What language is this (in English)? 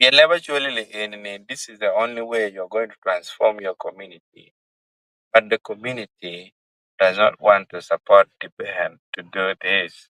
Acoli